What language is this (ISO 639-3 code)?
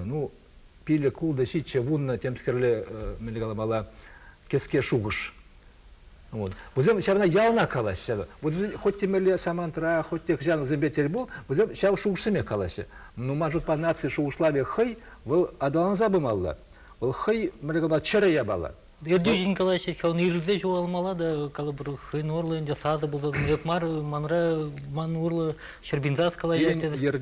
chv